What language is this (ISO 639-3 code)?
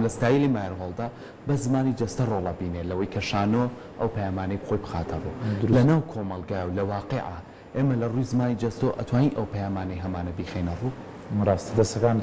ckb